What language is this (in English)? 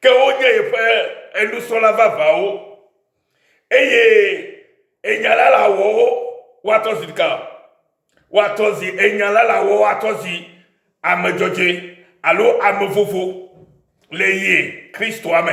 Ewe